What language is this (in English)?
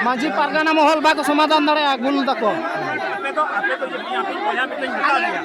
Santali